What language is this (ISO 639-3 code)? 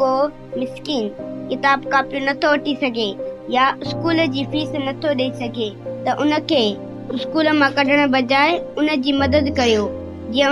snd